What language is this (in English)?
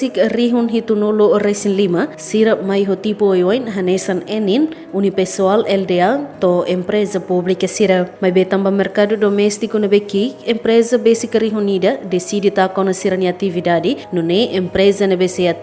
Tetum